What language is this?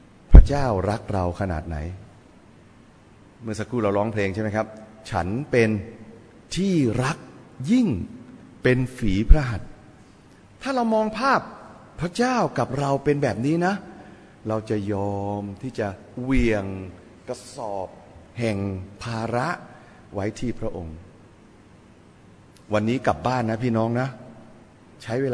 Thai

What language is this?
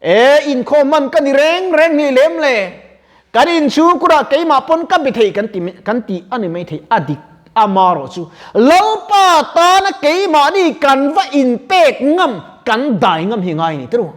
Mizo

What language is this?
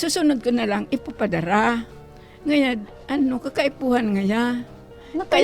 Bikol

